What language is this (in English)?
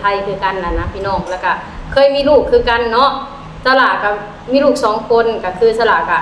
Lao